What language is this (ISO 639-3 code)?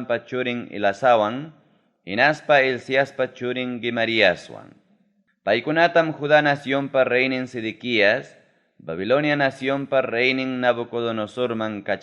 quy